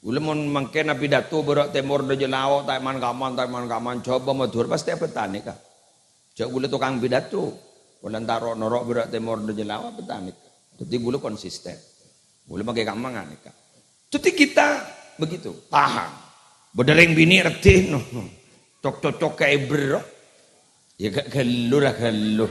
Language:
Madurese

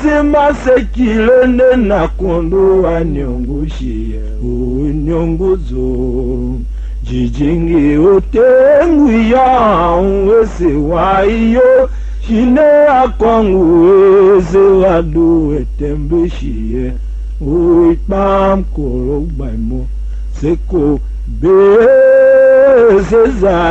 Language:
Tiv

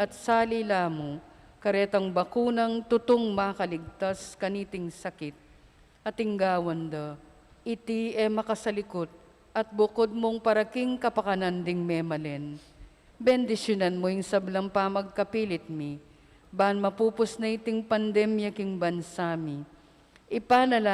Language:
Pampanga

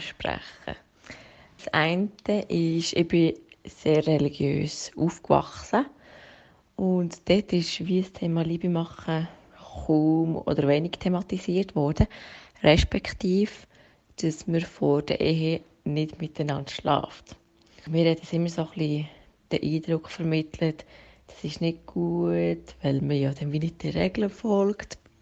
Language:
Swiss German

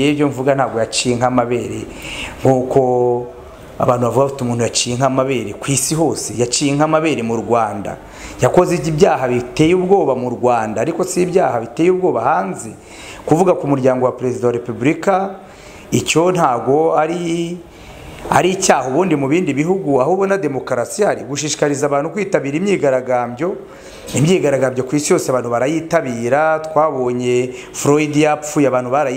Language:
Kinyarwanda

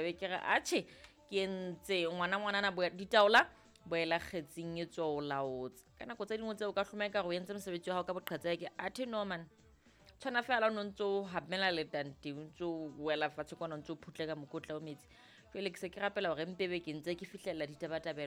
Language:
Southern Sotho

